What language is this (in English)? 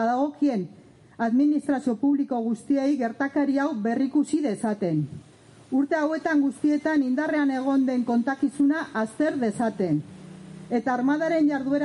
Basque